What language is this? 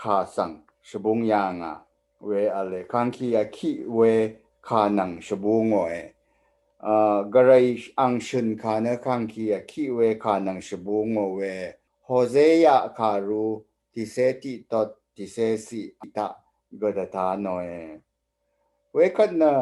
Rawang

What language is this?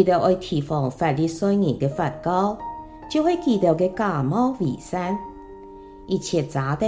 Hakka Chinese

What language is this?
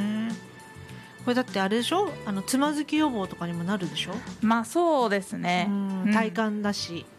Japanese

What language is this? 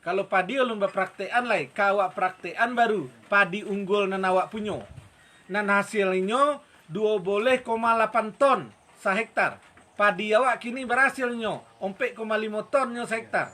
Minangkabau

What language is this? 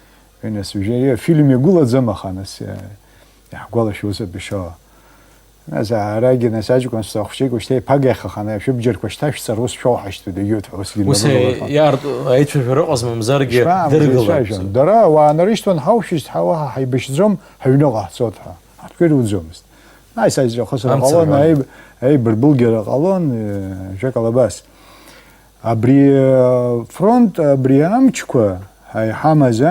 Abkhazian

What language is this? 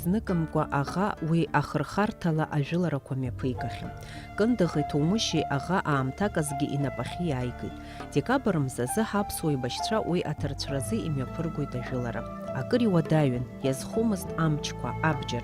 Abkhazian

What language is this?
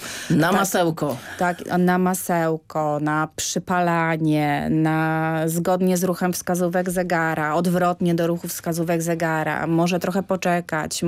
Polish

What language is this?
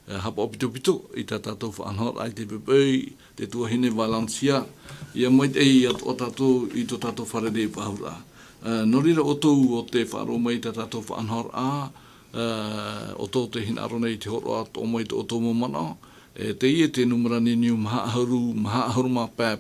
Tahitian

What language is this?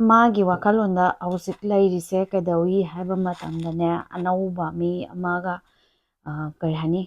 Manipuri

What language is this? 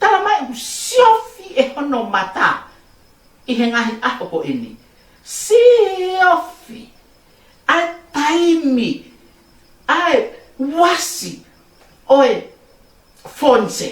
Tongan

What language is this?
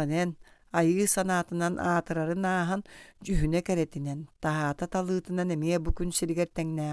Yakut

